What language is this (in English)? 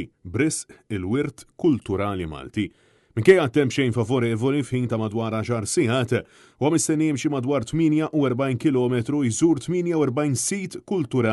Maltese